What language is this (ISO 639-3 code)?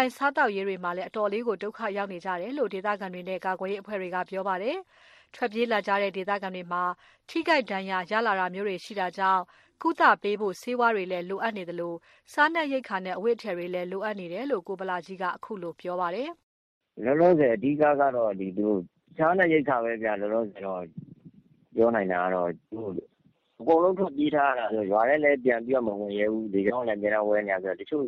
mya